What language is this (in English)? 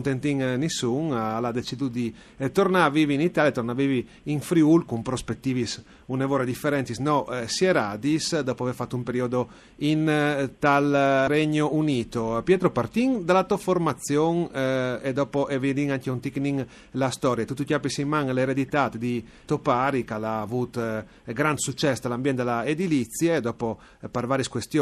Friulian